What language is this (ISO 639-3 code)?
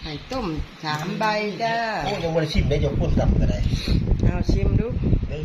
tts